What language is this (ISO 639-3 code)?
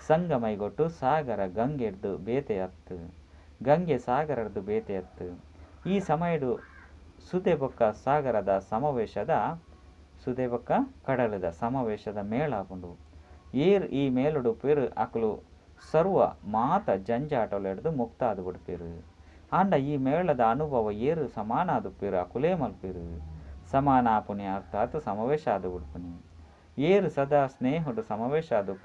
tcy